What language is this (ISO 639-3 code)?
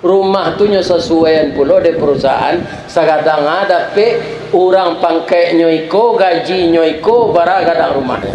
min